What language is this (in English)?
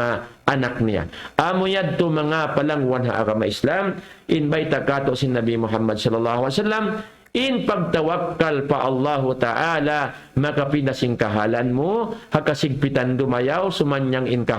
Tausug